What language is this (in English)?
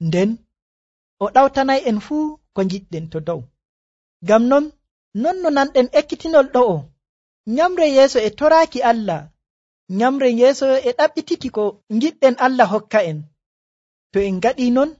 Nigerian Fulfulde